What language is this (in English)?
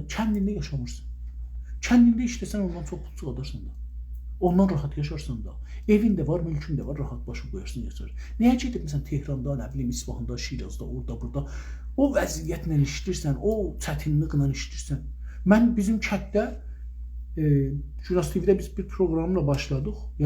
South Azerbaijani